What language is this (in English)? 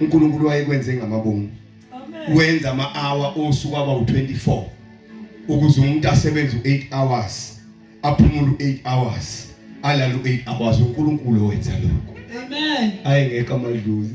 Zulu